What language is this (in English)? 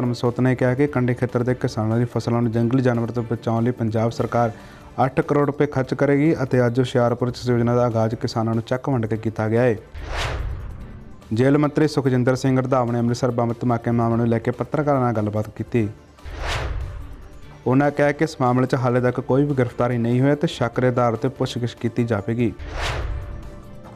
Punjabi